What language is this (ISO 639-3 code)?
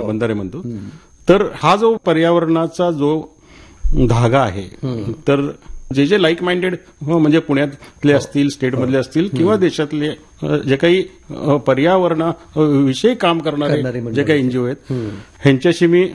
mar